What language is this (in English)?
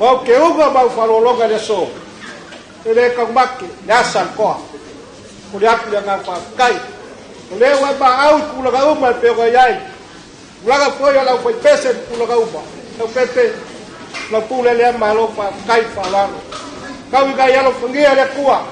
Samoan